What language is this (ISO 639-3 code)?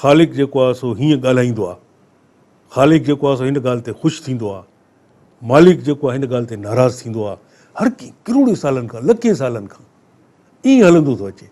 snd